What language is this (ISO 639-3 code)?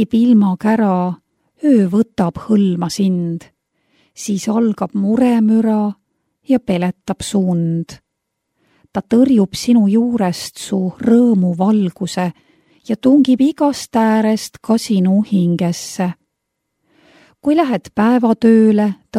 est